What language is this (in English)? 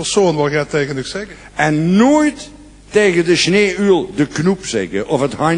Limburgish